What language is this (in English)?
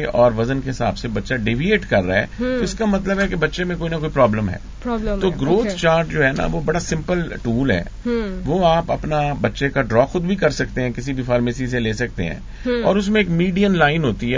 Urdu